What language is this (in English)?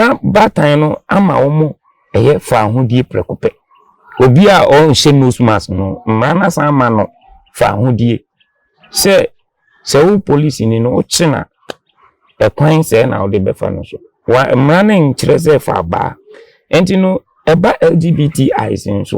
Akan